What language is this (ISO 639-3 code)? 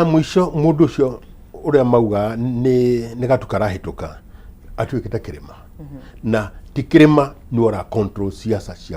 kik